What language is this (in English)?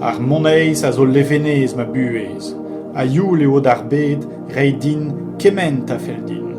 Breton